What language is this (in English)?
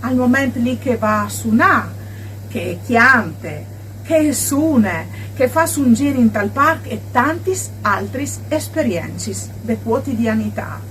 Friulian